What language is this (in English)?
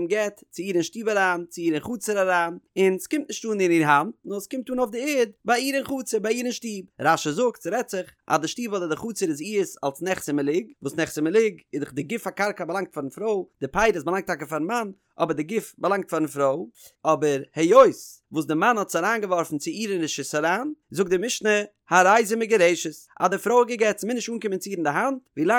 Yiddish